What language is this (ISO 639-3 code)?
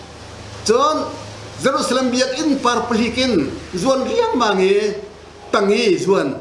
cnh